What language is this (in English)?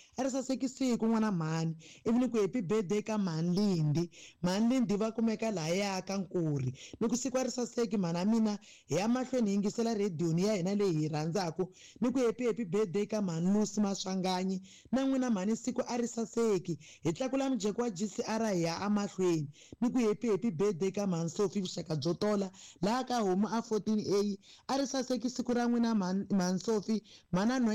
Tsonga